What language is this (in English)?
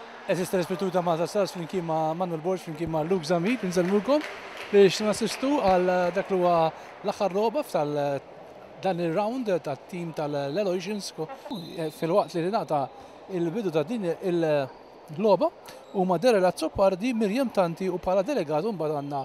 Maltese